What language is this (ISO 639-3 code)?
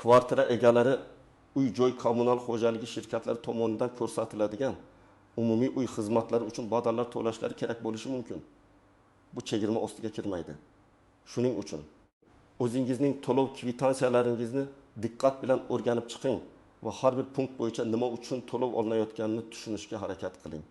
uzb